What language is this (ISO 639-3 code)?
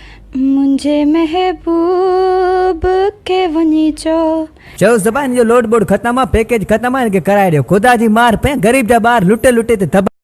snd